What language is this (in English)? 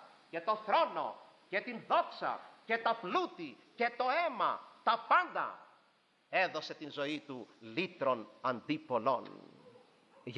Greek